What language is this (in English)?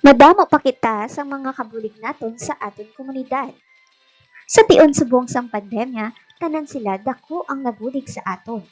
Hiligaynon